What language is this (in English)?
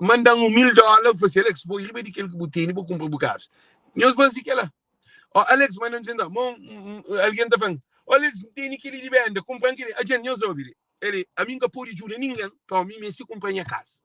Kabuverdianu